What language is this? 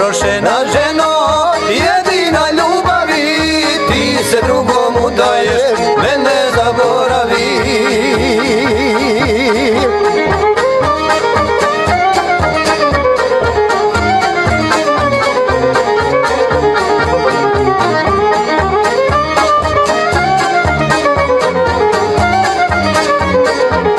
Croatian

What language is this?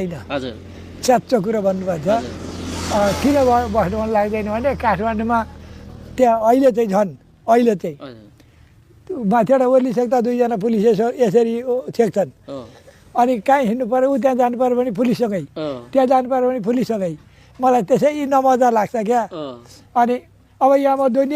Nepali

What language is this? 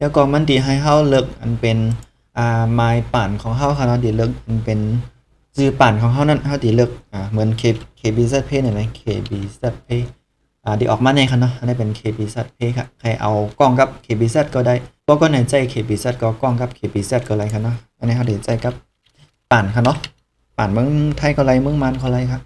Shan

